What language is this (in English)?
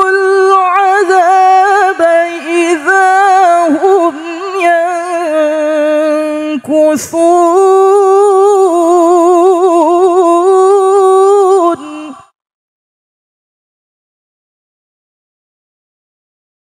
Arabic